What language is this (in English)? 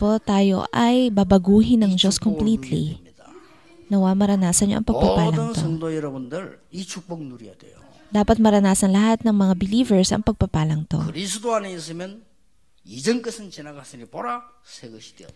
Filipino